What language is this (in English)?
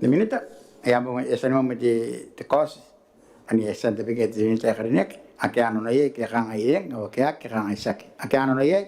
Gilbertese